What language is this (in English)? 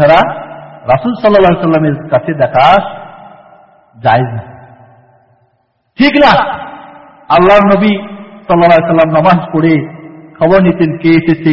Bangla